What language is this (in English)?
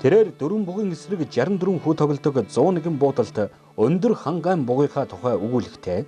Mongolian